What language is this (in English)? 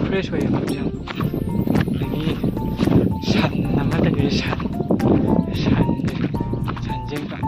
Manipuri